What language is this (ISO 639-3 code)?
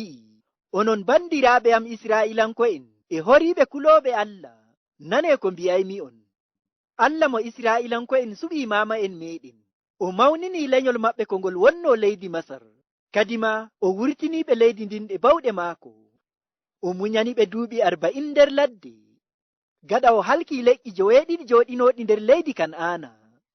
ful